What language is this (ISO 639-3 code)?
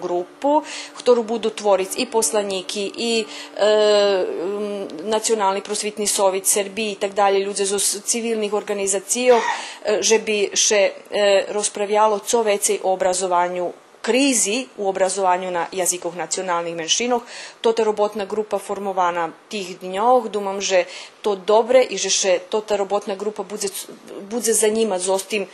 rue